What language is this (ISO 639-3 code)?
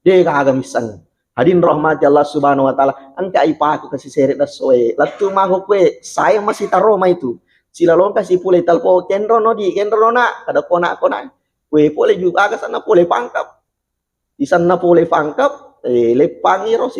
bug